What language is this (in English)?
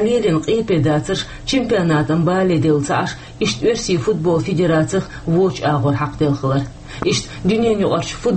Chechen